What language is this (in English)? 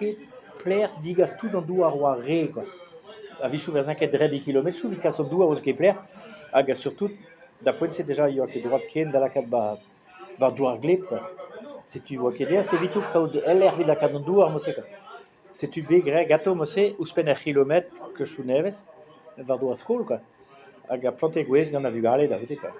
Breton